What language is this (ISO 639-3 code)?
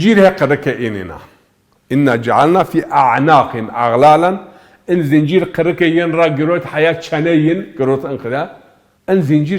zza